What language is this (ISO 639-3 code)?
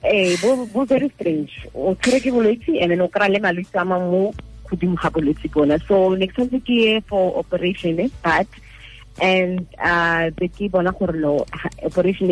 tsn